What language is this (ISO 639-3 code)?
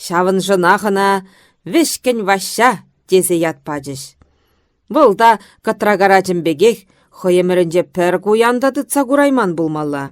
chv